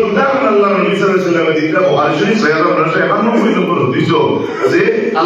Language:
Sylheti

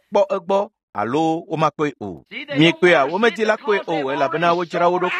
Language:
Ewe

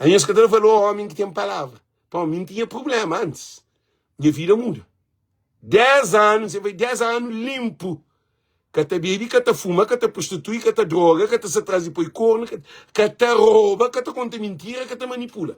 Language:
Kabuverdianu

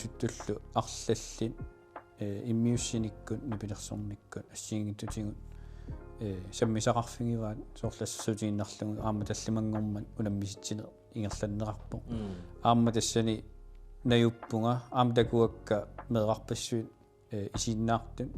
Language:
Kalaallisut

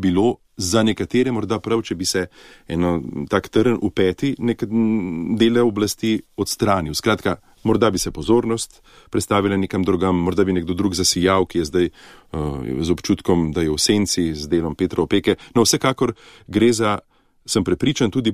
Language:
Slovenian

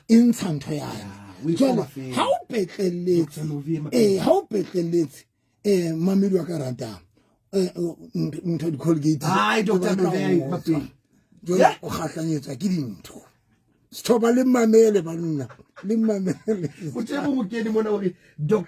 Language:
Southern Sotho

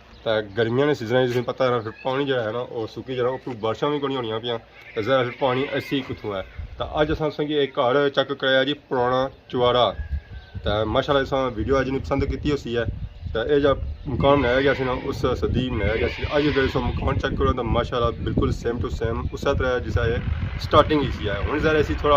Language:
Pahari-Potwari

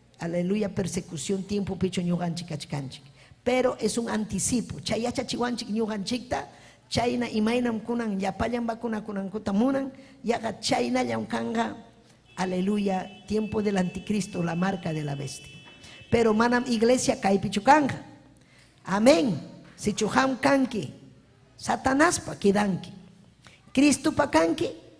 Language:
Ayacucho Quechua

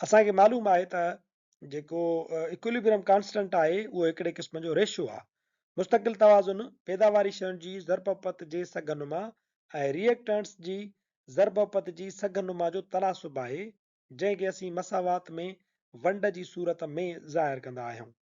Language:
Sindhi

